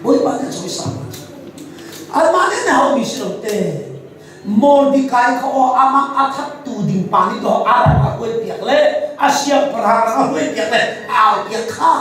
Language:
Hakha Chin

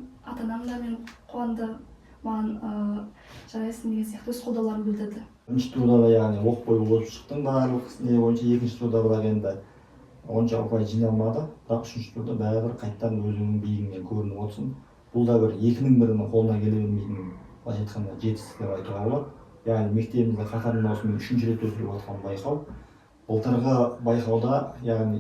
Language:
Kazakh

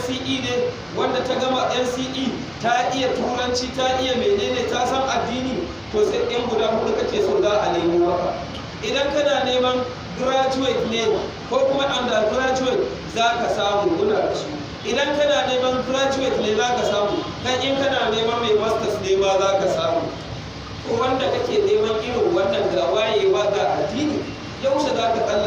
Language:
Hausa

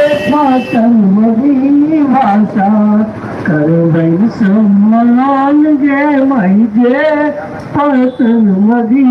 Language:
Magahi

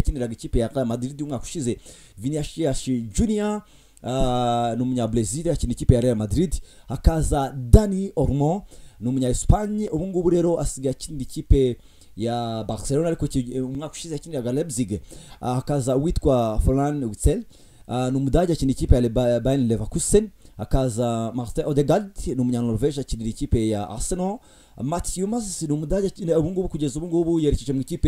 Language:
Kinyarwanda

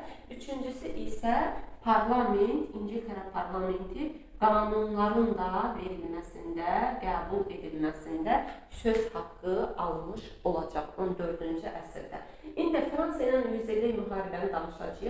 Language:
Azerbaijani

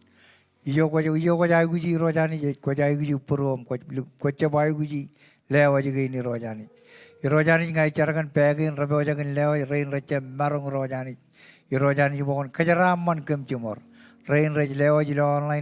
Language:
Marshallese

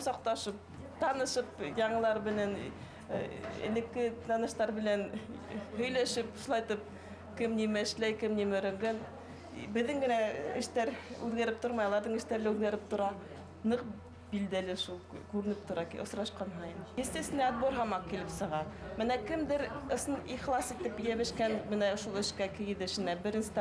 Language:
Bashkir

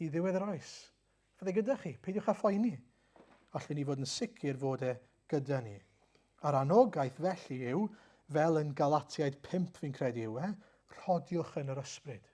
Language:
Welsh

